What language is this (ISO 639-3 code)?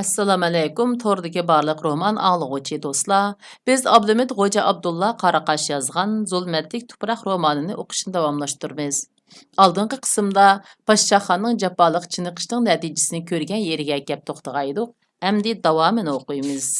uig